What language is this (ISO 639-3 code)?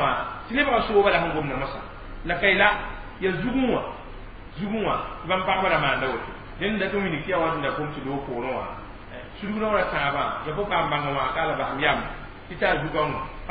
mos